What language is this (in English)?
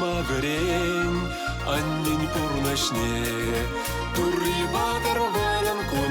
Chuvash